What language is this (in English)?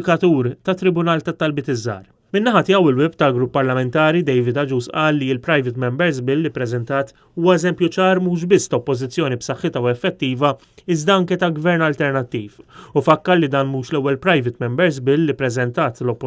Maltese